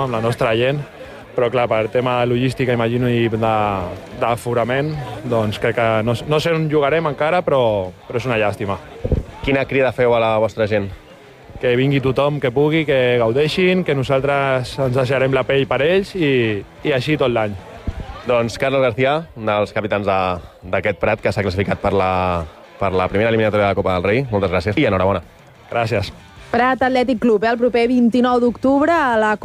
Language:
Catalan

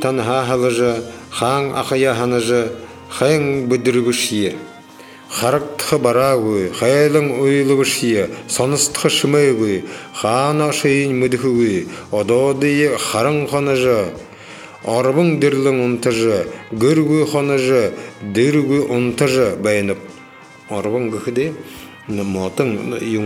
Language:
Buriat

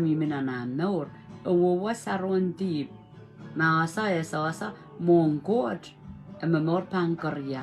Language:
Pohnpeian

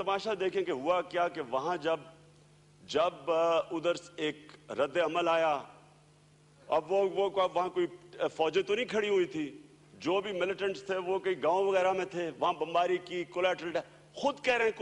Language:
Urdu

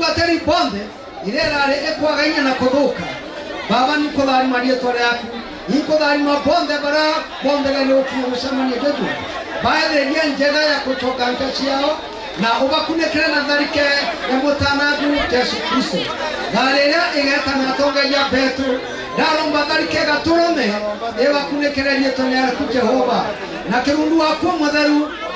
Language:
Meru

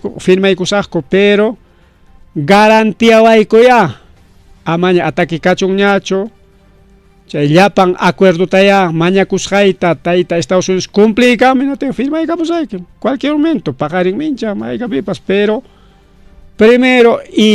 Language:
Ayacucho Quechua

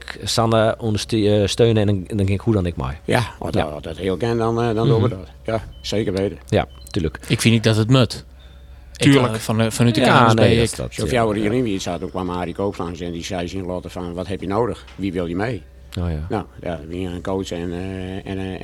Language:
Western Frisian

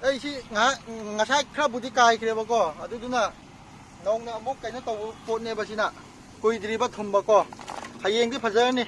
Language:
Manipuri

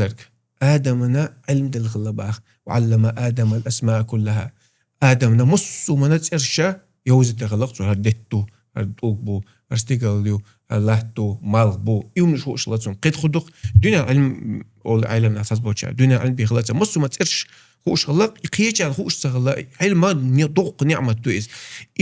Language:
Chechen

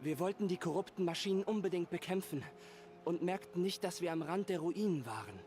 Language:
Swiss German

